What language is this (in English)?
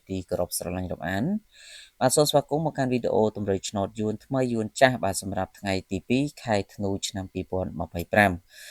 Khmer